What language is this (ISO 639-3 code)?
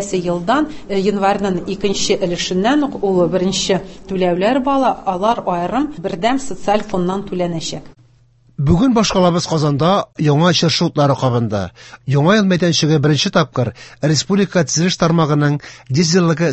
tat